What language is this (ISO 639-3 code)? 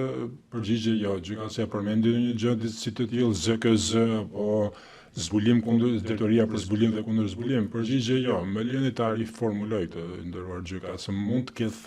sqi